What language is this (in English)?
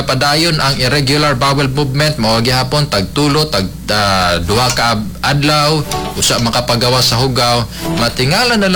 Cebuano